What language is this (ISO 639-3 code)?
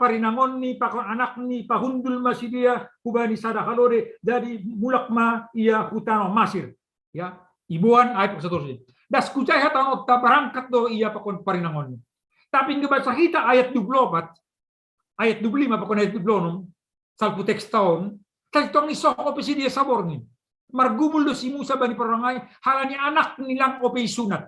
bts